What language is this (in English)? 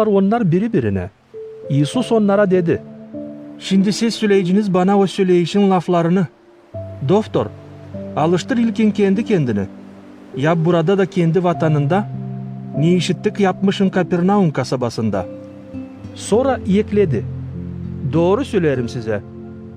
Gagauz